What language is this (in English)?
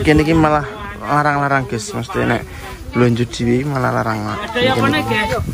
Javanese